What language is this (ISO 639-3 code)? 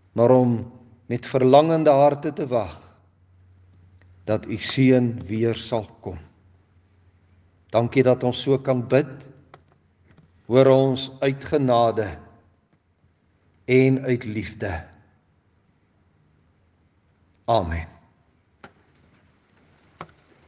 afr